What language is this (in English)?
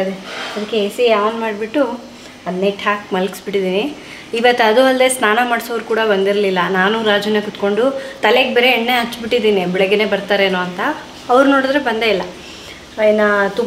Kannada